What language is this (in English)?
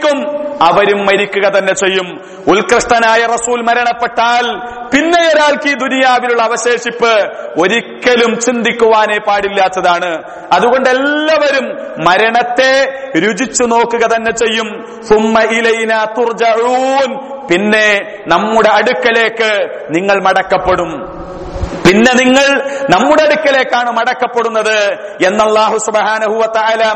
Malayalam